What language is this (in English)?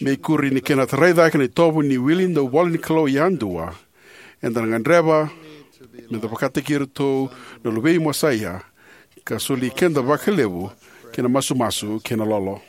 Fijian